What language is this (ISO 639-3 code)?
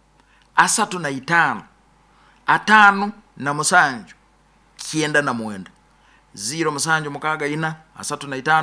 nyo